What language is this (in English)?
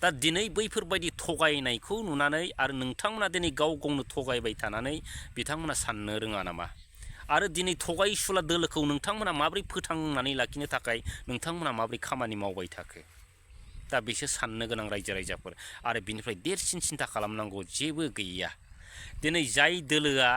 Bodo